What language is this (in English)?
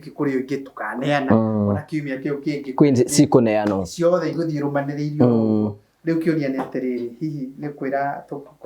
Kikuyu